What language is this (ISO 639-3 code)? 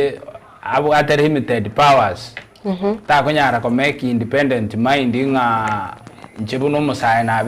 guz